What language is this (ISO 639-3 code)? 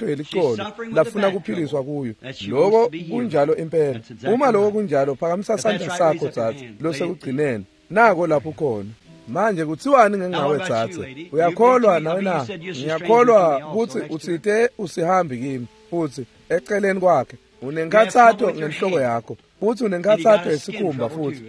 ssw